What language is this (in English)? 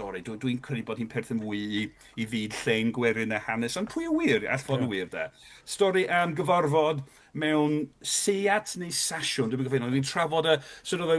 Welsh